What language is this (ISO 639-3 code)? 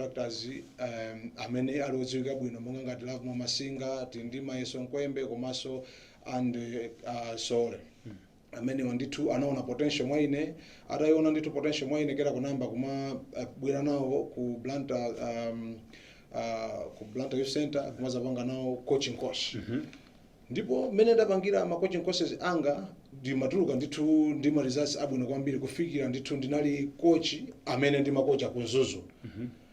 nya